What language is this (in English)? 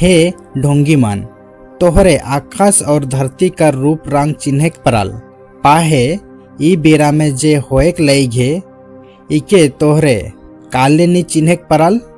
Sadri